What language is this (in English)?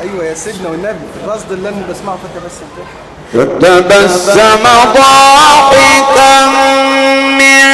Egyptian Arabic